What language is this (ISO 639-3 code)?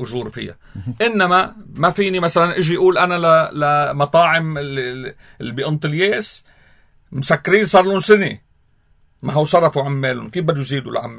apc